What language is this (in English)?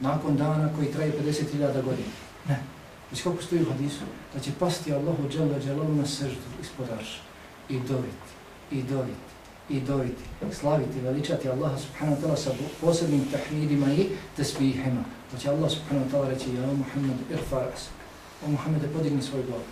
Bosnian